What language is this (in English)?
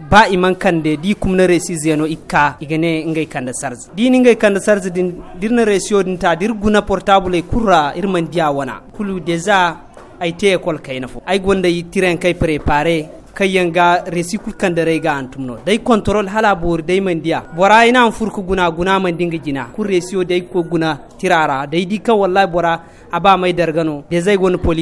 Zarma